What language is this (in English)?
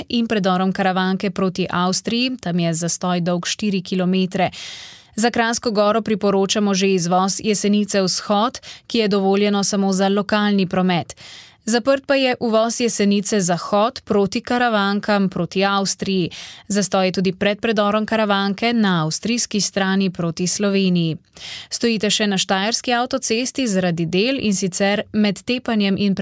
Slovenian